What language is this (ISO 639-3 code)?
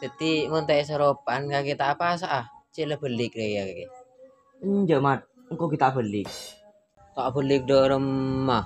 mad